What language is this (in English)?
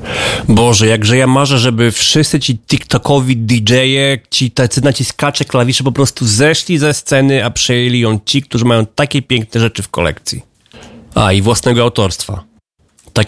Polish